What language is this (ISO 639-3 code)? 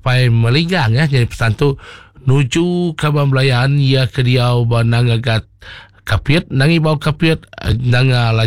iba